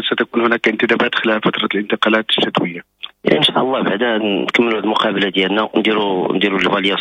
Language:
Moroccan Arabic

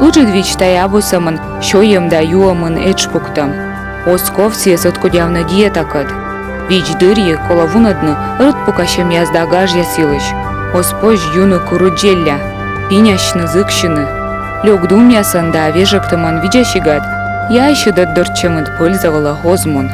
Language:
Komi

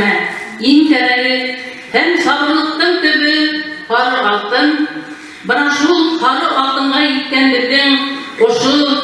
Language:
Bashkir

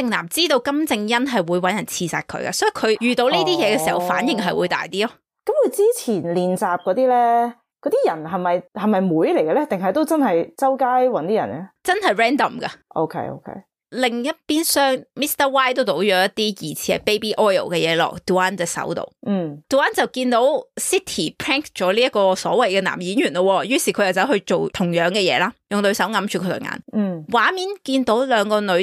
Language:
Cantonese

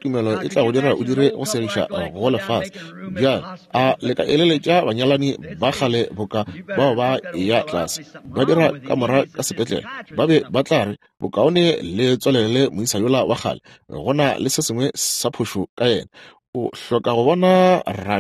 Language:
Northern Sotho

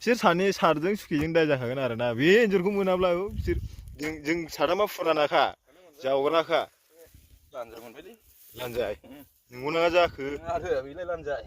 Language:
Bodo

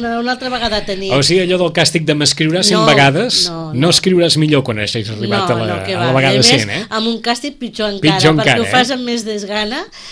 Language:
Catalan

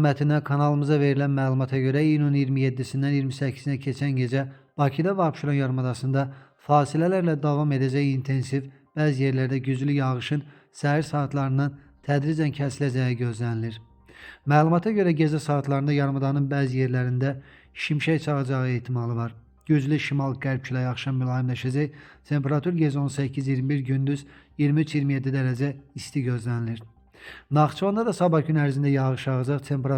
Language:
Azerbaijani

